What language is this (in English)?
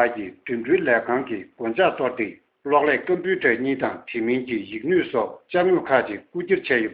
Tibetan